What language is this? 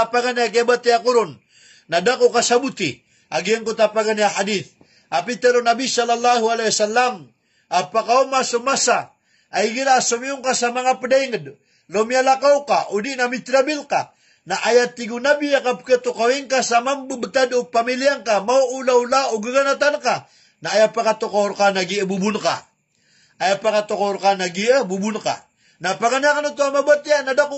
Maranao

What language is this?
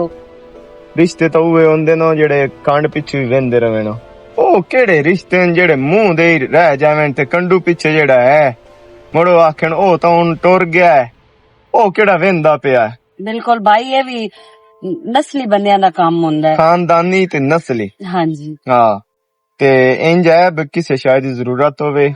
Western Panjabi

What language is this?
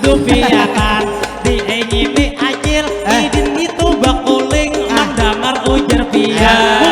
Banjar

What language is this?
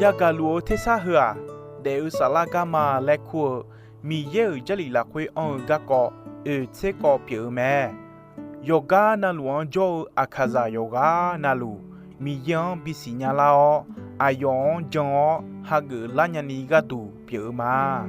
Akha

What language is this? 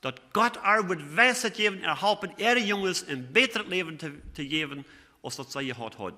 Plautdietsch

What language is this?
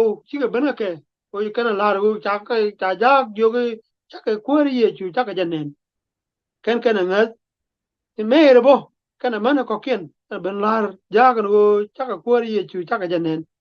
Nuer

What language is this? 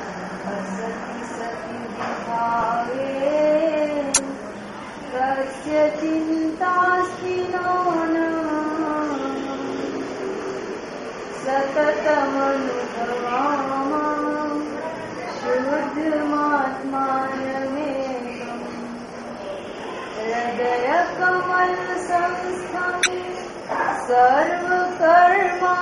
Gujarati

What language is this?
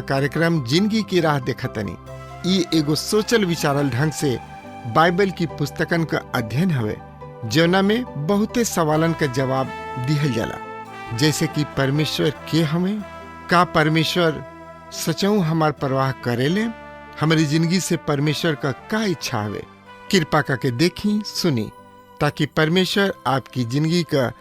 Bhojpuri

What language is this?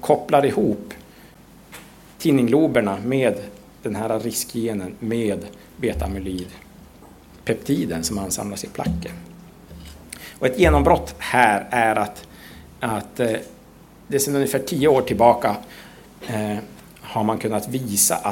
Swedish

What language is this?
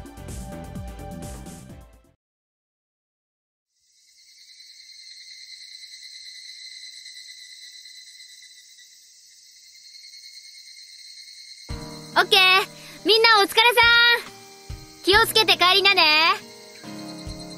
Japanese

